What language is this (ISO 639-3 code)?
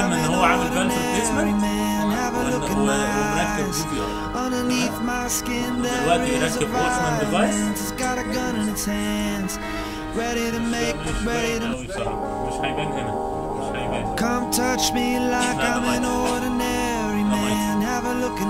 arz